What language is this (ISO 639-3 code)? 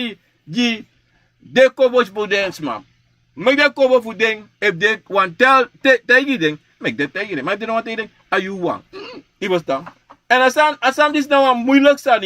srn